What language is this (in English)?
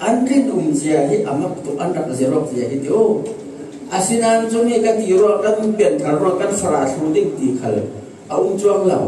Falam Chin